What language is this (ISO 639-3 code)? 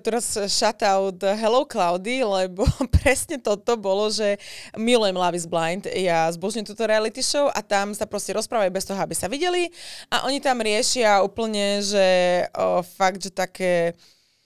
slk